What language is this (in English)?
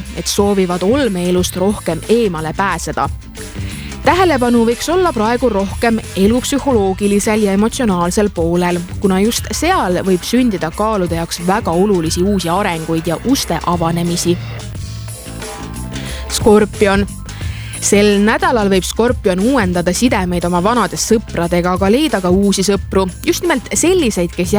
Estonian